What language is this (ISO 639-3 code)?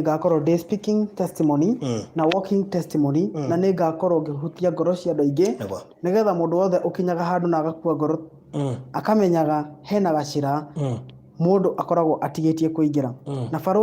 kik